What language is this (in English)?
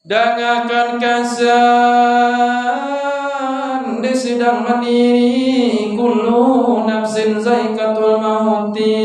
Minangkabau